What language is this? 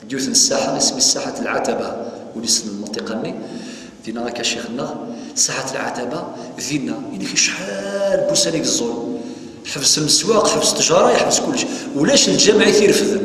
Kabyle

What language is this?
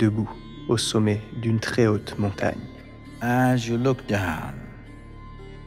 French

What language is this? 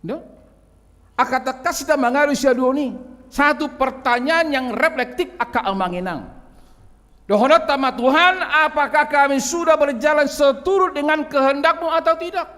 Batak Toba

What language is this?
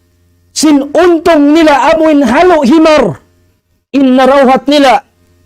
Tausug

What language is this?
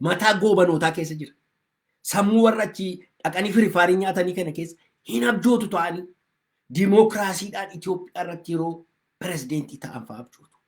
Oromo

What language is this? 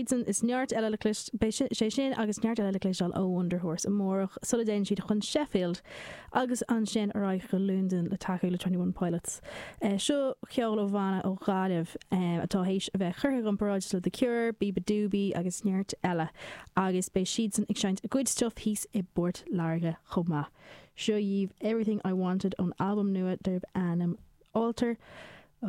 Irish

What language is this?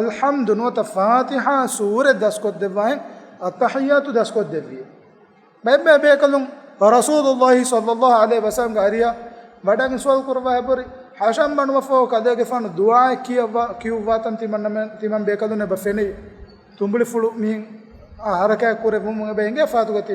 Divehi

